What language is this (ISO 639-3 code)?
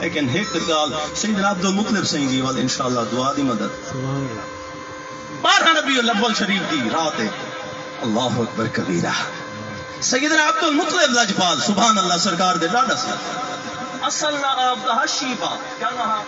skr